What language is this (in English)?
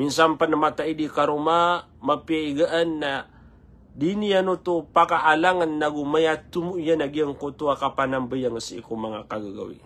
Maranao